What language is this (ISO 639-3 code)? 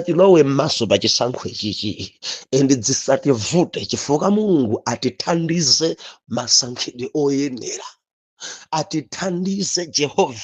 nya